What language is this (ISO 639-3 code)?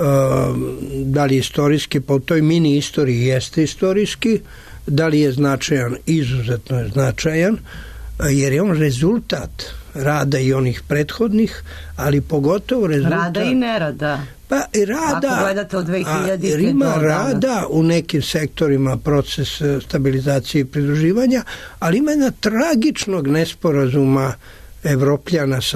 srp